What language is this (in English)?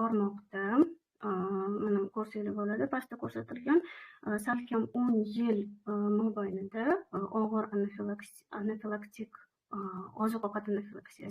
Uzbek